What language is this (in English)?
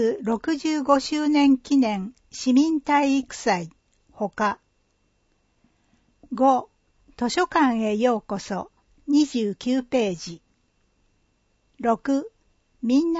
Japanese